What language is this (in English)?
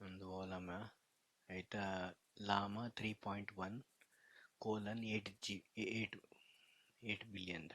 Tulu